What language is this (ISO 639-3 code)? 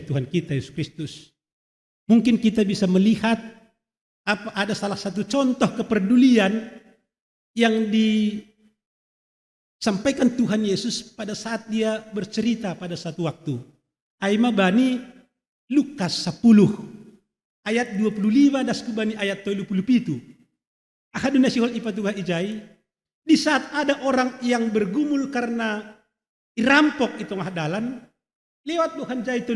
bts